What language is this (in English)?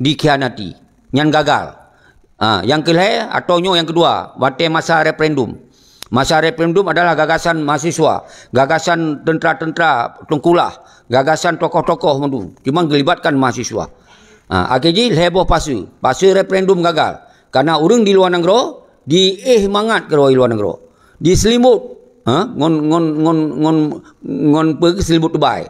Achinese